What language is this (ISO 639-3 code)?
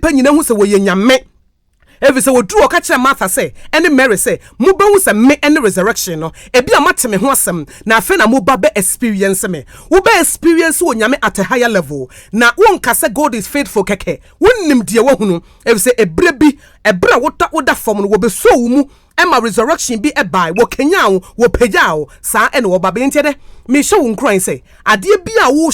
aka